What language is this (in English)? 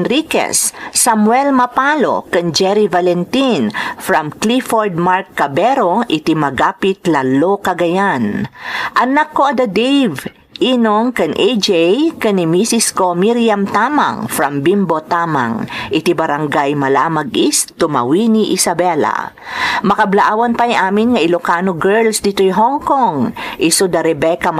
Iloko